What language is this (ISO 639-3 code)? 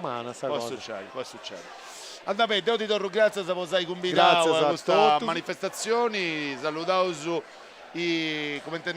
srd